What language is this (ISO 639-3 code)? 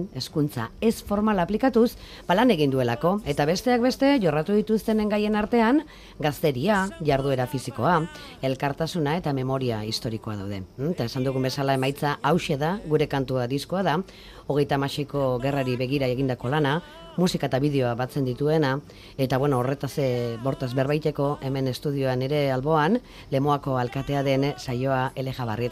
eus